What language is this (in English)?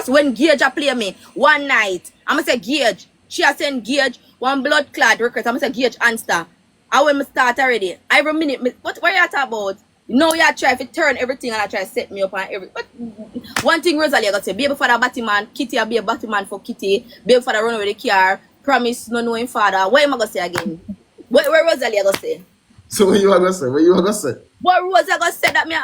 Jamaican Creole English